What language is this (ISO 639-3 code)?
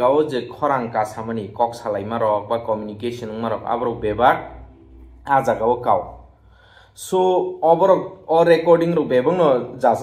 trp